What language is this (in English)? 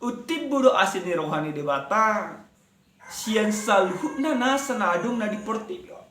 Batak Toba